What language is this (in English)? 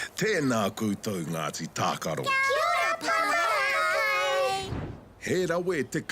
Māori